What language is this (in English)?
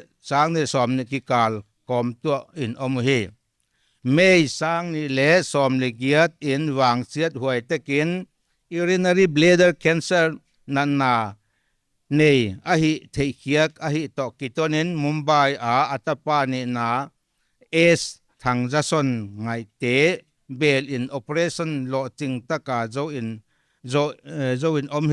Paite Chin